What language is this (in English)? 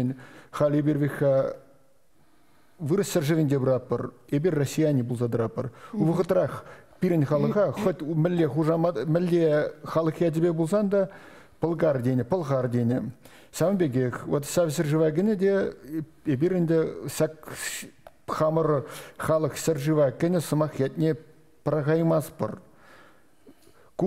Chuvash